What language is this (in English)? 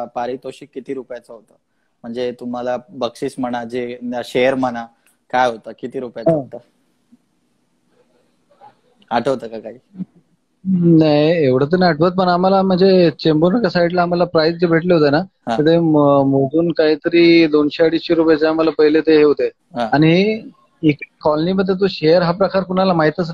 Marathi